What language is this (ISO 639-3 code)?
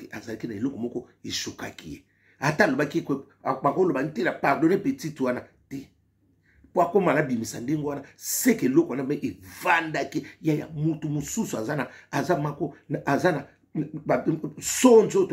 lin